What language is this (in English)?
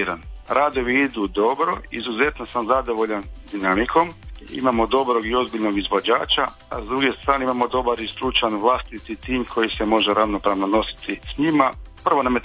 Croatian